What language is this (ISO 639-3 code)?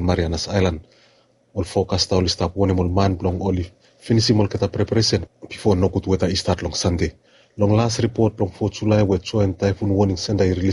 bis